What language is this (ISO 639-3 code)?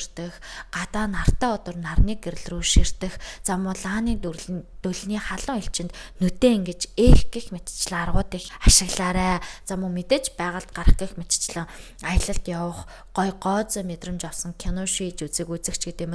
mon